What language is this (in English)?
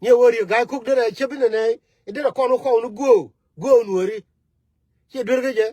Nuer